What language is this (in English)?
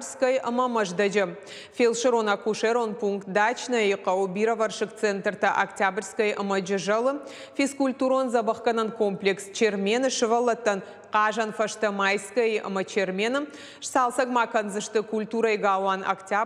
Ossetic